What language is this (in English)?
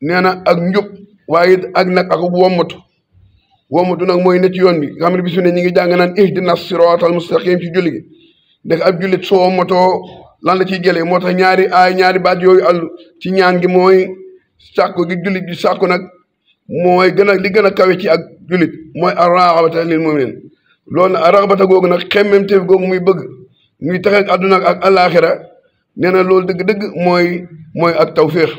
Wolof